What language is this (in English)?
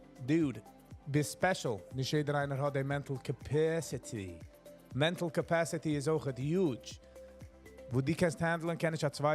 Yiddish